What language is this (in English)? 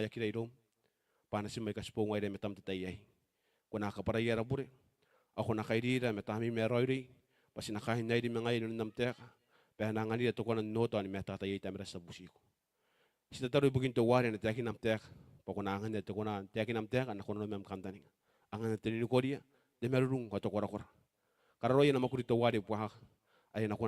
Gilbertese